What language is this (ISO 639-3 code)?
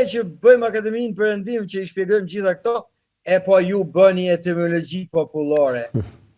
sqi